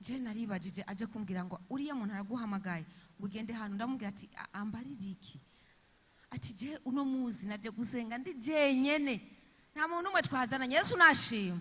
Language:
Rundi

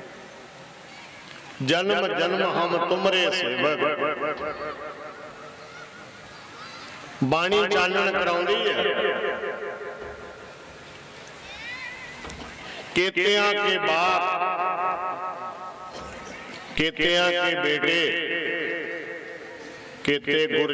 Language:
Punjabi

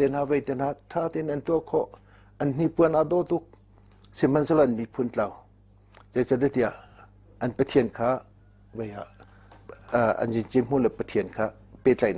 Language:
Hakha Chin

